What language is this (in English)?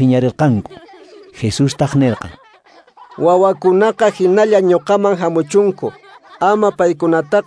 Quechua